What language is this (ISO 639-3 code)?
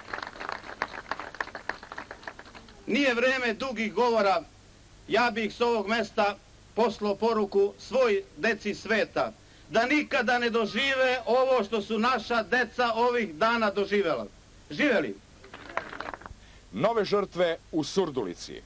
srp